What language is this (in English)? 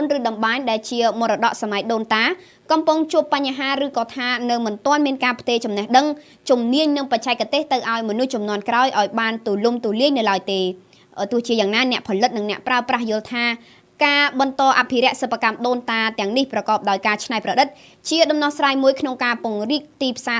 Khmer